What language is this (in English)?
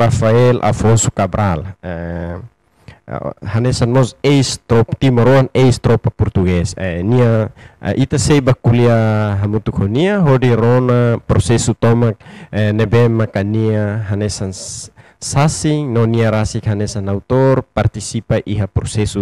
Tetum